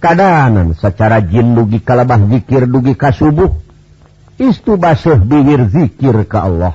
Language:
Sundanese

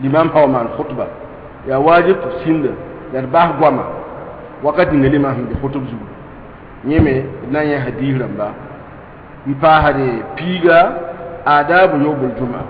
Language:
Mossi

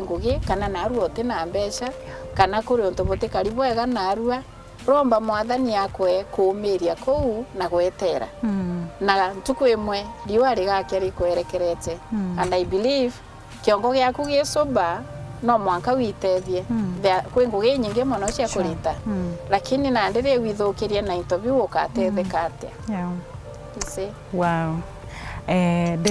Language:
Meru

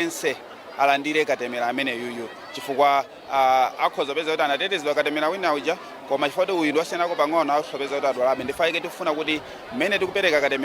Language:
Nyanja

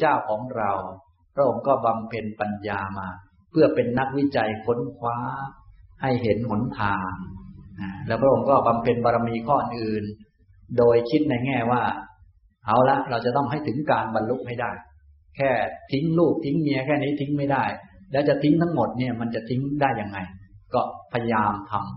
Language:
Thai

